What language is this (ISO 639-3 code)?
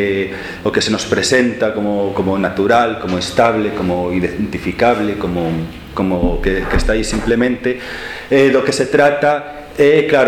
glg